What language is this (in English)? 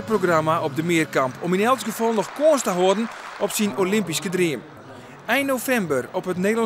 Western Frisian